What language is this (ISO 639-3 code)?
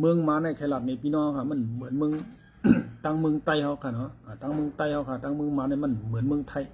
shn